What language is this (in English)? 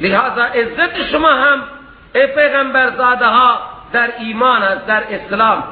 Persian